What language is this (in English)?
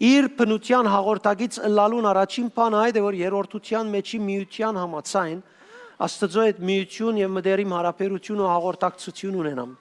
Western Armenian